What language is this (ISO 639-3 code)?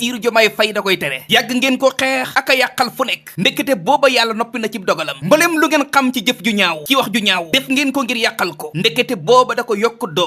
wol